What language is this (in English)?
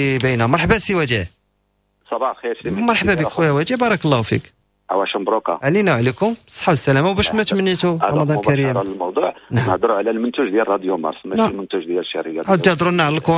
Moroccan Arabic